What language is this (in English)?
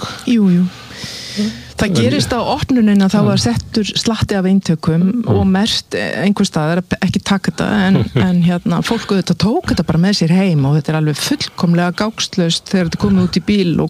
Icelandic